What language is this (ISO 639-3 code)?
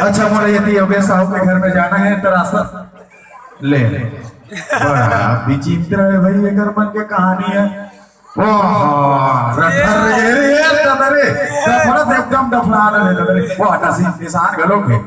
hne